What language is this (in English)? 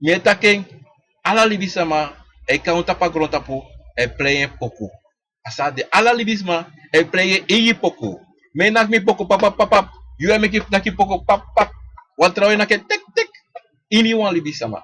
Sranan Tongo